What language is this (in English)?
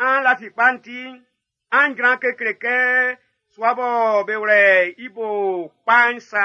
Baoulé